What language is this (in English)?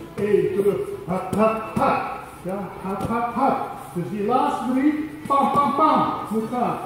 Dutch